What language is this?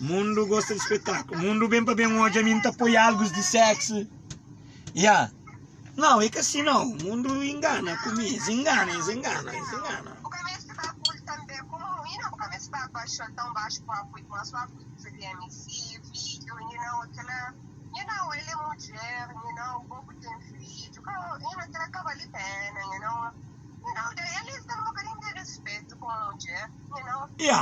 Kabuverdianu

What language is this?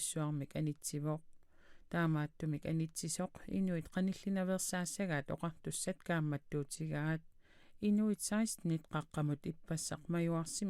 Kalaallisut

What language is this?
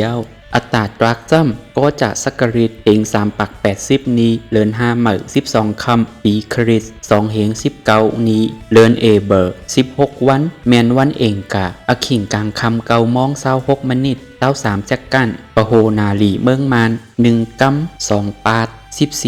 Shan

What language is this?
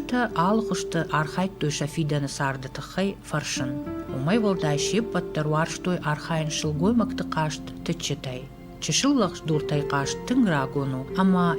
Ossetic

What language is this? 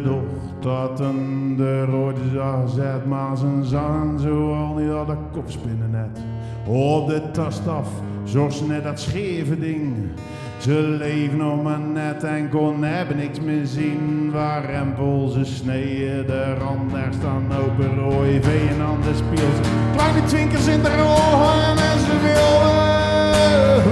Zeelandic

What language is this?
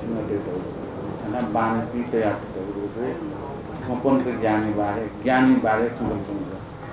Newari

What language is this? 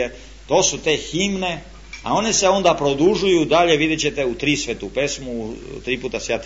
Serbian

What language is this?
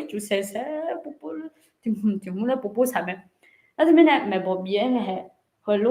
Akha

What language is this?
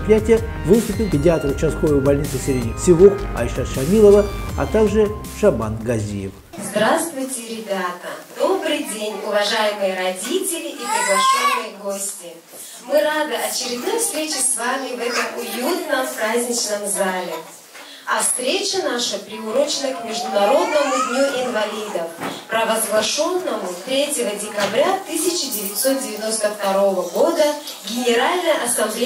Russian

